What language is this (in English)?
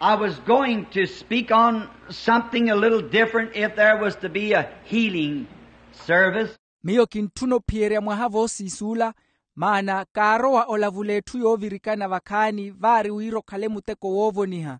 Makhuwa